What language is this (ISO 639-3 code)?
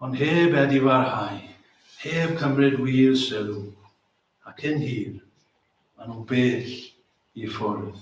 cym